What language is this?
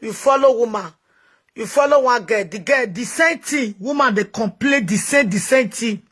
Nigerian Pidgin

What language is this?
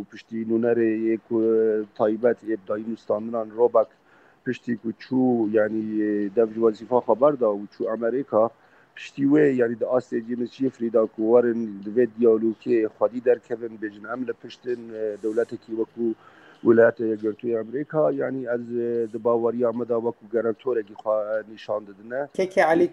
Kurdish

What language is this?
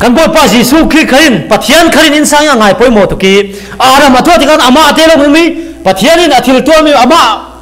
Falam Chin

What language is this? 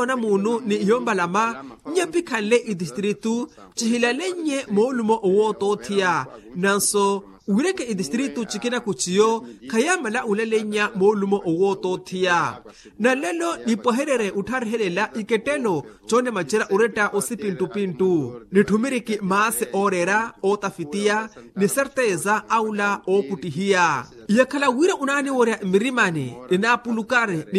Makhuwa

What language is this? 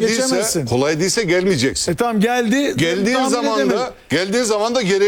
Turkish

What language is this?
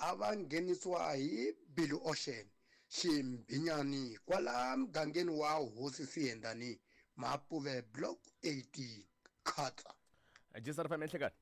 Tsonga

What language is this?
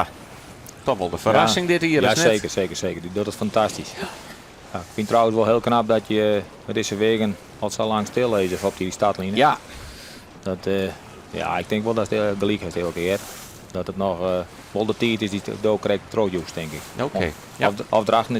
Western Frisian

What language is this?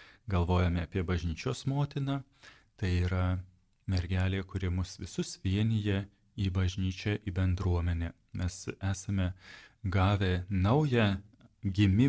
Lithuanian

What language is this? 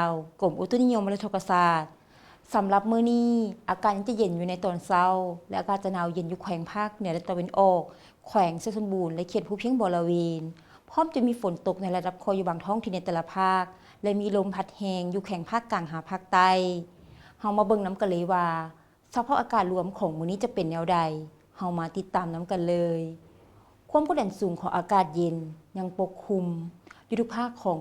Lao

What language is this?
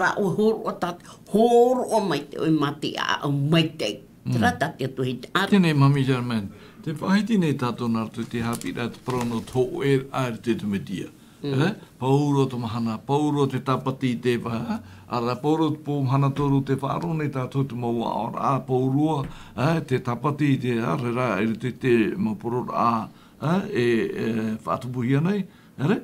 Tahitian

